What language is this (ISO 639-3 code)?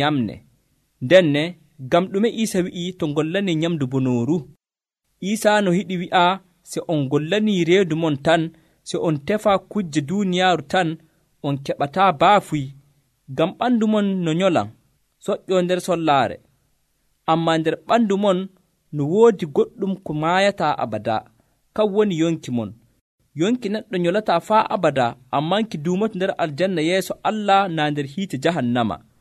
fuv